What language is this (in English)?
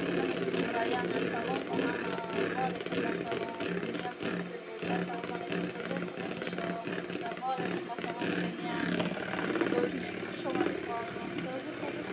Tajik